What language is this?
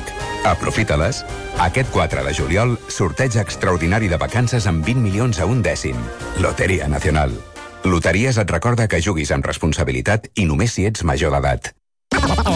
Catalan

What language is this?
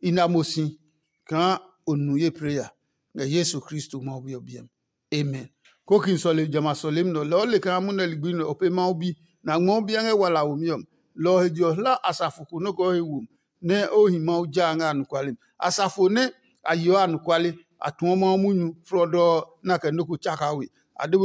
Adangme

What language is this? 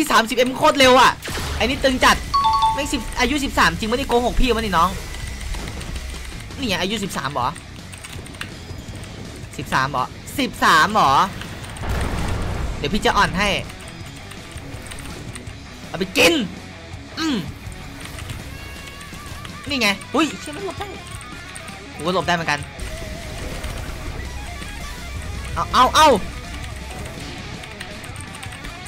Thai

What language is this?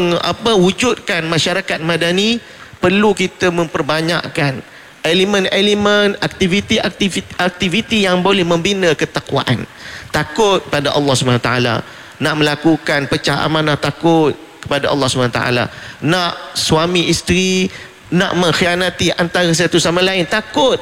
Malay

